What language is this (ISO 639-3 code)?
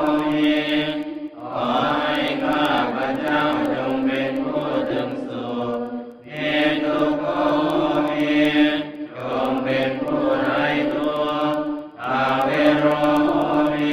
pli